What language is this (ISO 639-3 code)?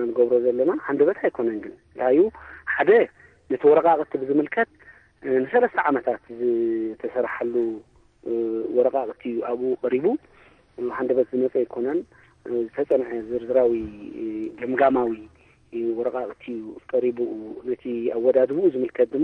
tir